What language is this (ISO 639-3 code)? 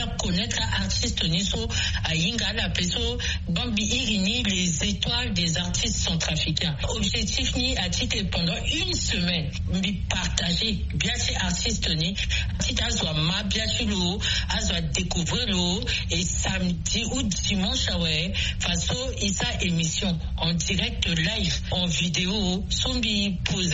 sag